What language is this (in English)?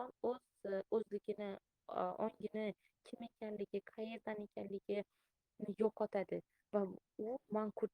Uzbek